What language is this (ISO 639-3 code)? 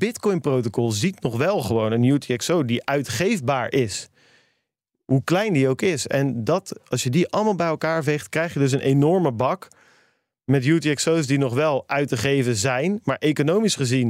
nld